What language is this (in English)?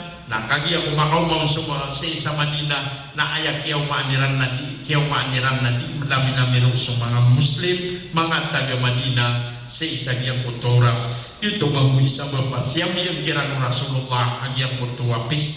Maranao